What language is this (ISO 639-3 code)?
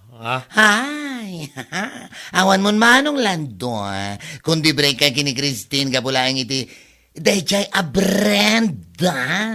ilo